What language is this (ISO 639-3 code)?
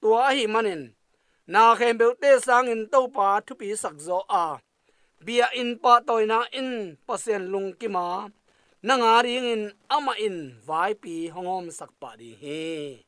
ctd